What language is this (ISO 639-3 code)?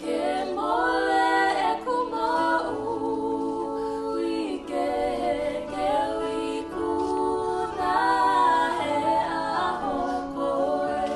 ton